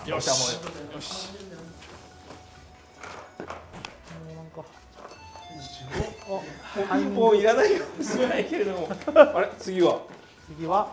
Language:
Japanese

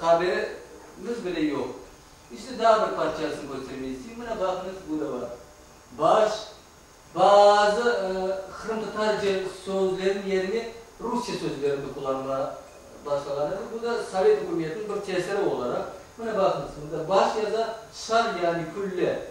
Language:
Crimean Tatar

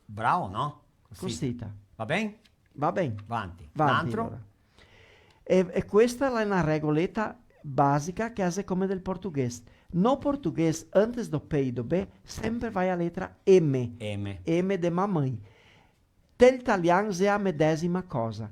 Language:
Venetian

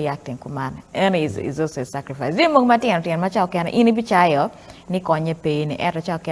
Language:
Acoli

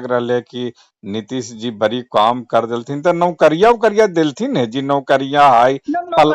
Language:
Magahi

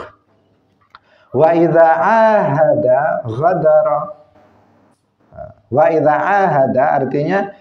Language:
Indonesian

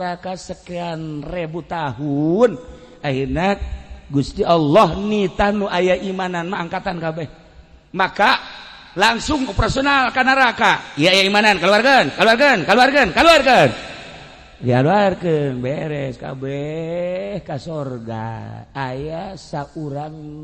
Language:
Sundanese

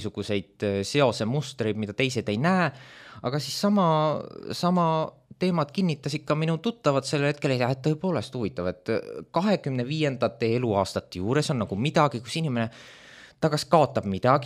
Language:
Estonian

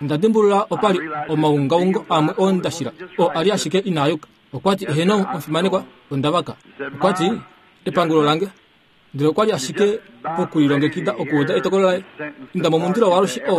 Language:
Kuanyama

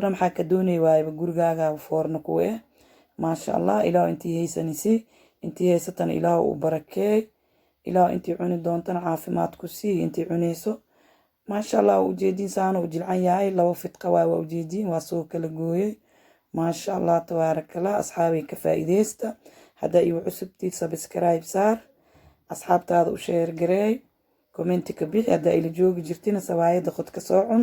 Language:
Somali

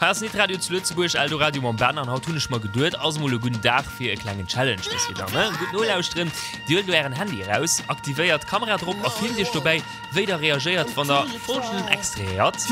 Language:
Luxembourgish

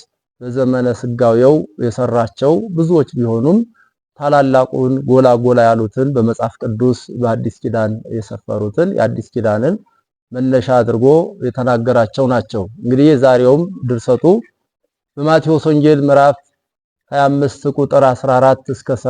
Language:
Amharic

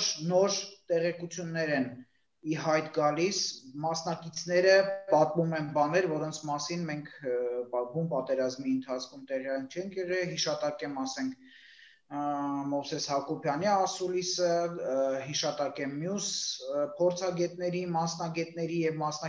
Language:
Armenian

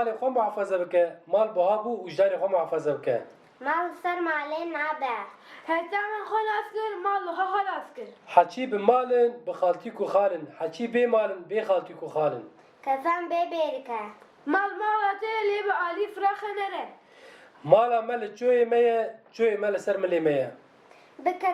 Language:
Kurdish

